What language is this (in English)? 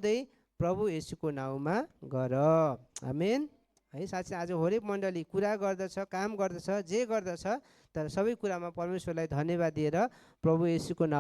Nepali